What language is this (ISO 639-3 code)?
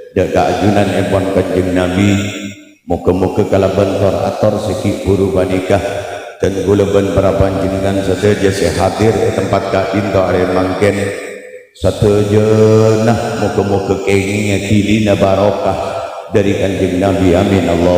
mad